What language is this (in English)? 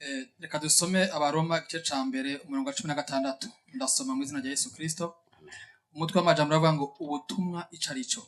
Rundi